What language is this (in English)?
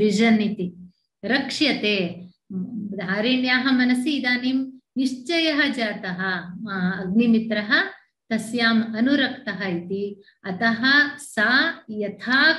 Sanskrit